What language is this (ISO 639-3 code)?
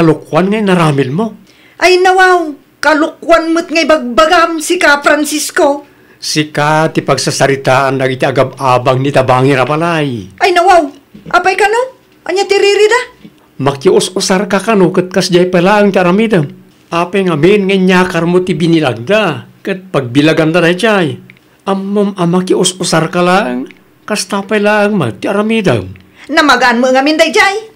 ilo